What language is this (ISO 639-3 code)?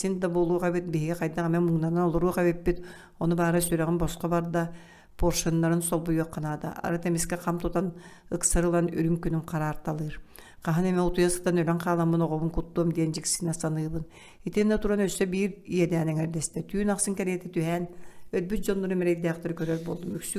sah